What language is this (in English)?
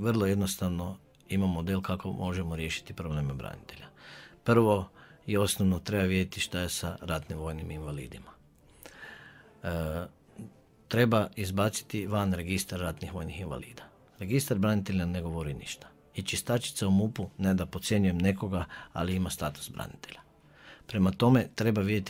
Croatian